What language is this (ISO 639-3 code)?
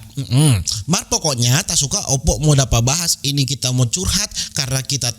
xmm